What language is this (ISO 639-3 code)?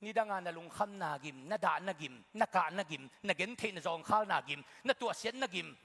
ctd